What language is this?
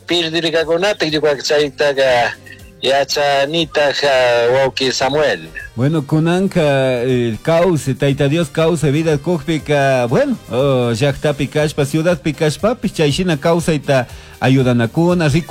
Chimborazo Highland Quichua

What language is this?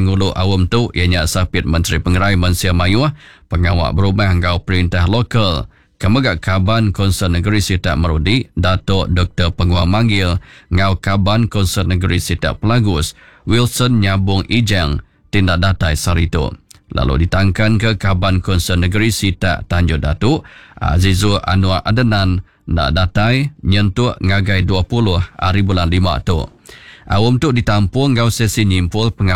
Iban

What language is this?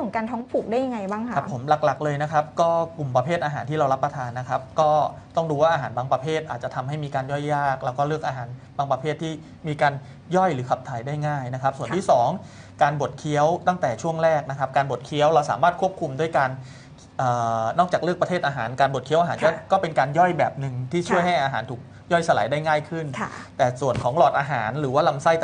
Thai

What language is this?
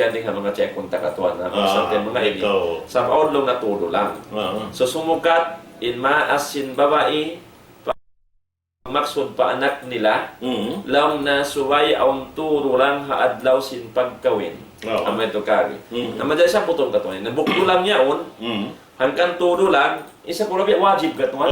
Tausug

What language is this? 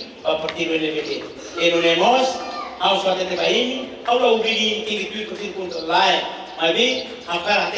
Tetum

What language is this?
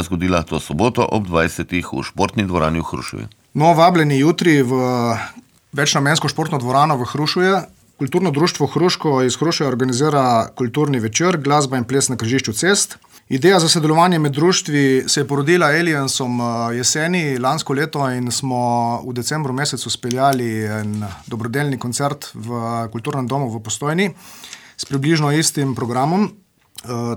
Slovenian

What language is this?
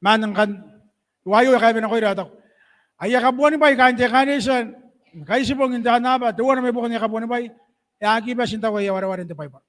Gilbertese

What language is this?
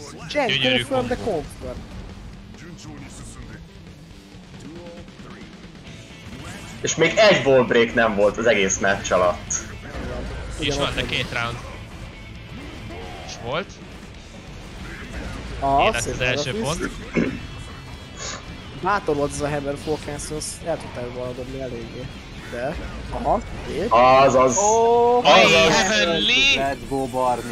Hungarian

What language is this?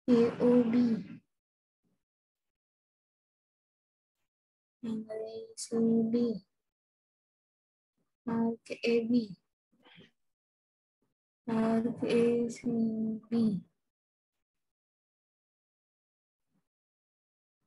Marathi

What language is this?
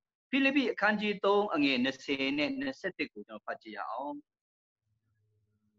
Burmese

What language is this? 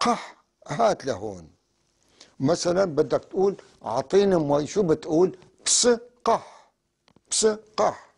North Levantine Arabic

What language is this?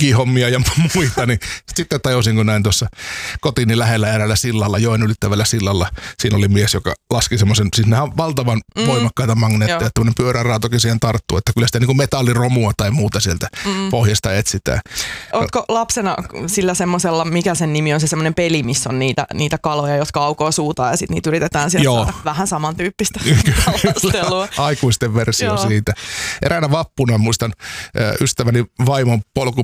Finnish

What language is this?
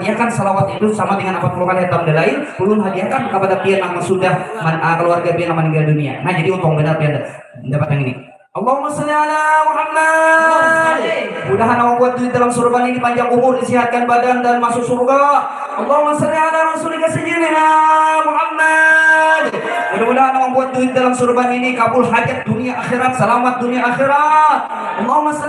Banjar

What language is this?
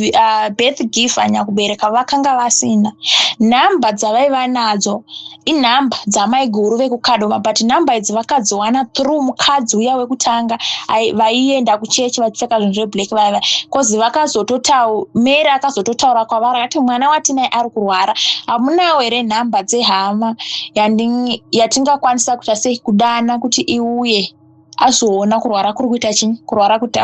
Shona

